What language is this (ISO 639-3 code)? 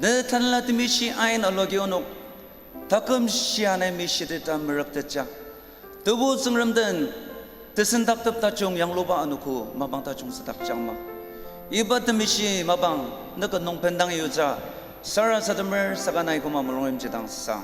njo